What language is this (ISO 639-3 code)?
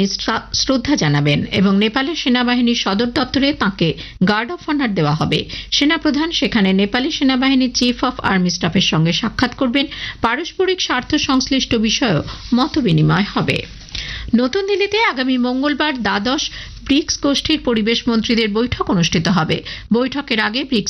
ben